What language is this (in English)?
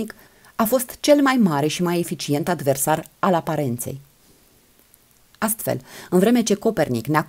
Romanian